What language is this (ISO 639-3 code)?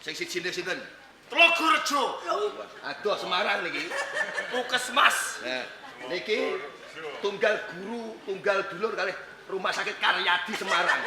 jav